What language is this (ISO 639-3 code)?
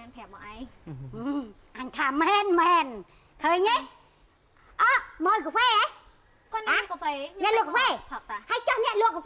khm